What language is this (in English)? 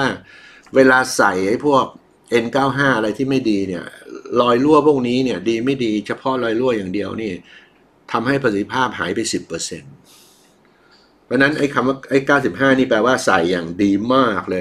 Thai